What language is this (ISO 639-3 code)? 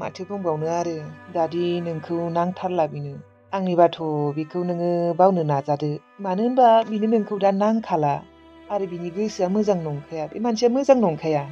brx